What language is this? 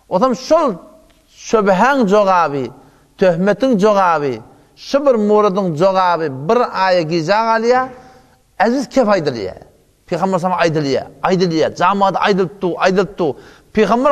Turkmen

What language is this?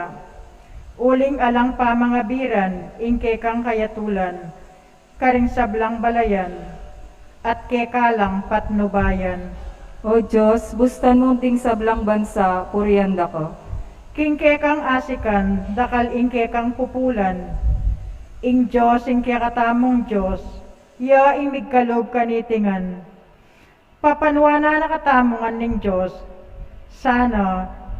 Pampanga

